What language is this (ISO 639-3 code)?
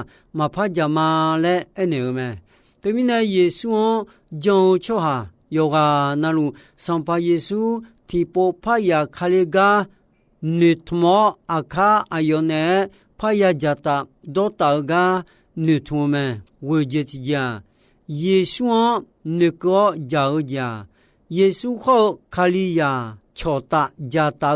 ahk